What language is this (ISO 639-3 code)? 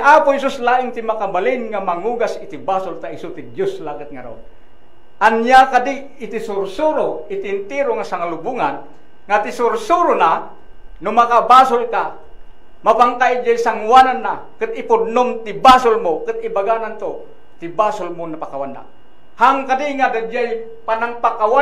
ilo